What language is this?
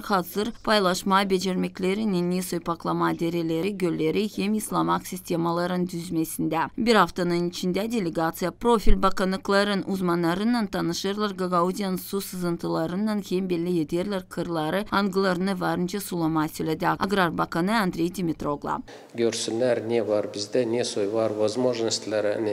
Gagauz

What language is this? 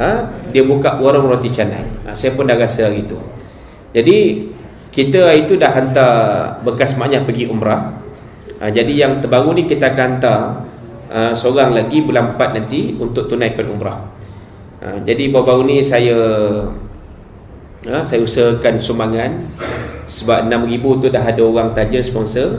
Malay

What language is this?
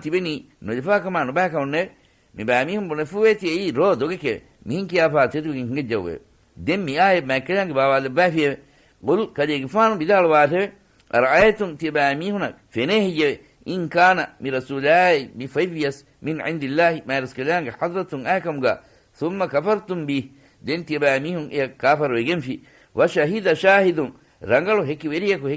Divehi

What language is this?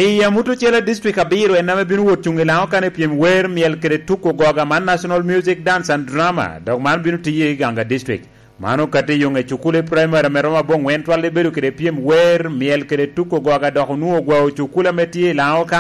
Lango (Uganda)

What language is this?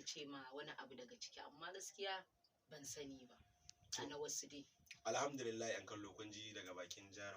Hausa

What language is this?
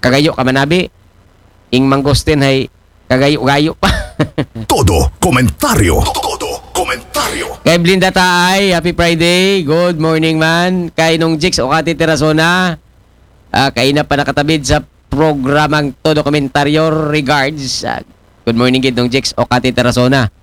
Aklanon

